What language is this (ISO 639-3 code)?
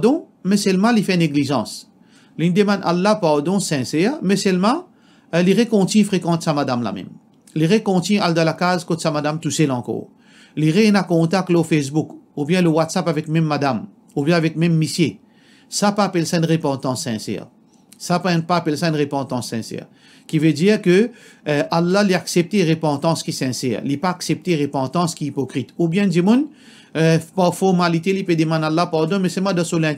mfe